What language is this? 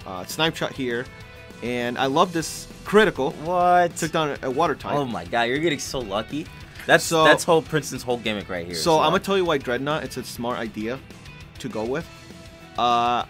English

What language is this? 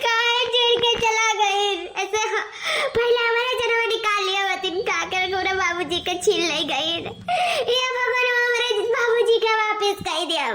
Awadhi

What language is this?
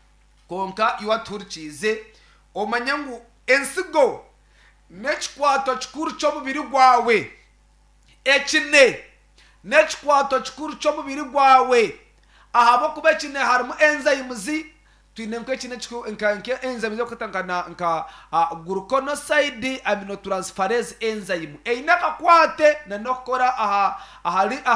Nyankole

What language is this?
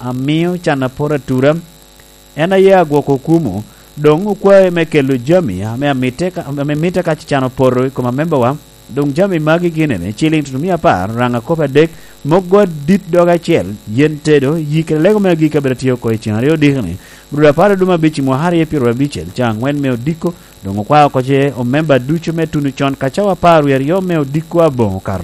Lango (Uganda)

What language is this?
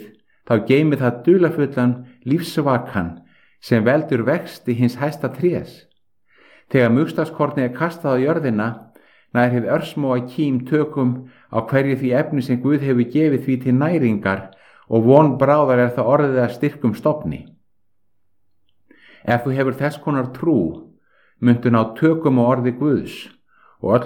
Icelandic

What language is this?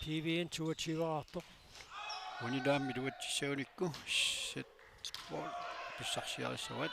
Kalaallisut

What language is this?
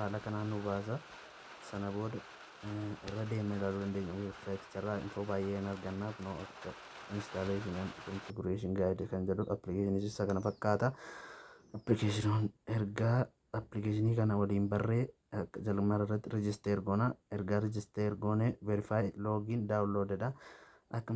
Oromo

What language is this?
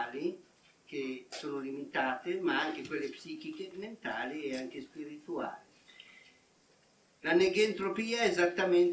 Italian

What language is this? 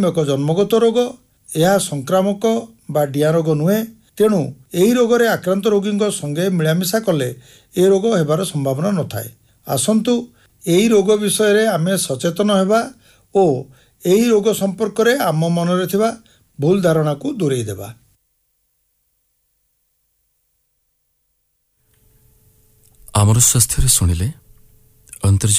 Odia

